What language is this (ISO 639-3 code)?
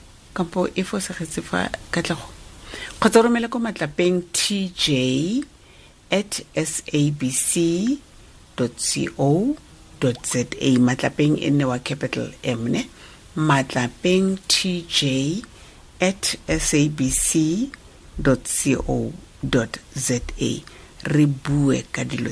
tsn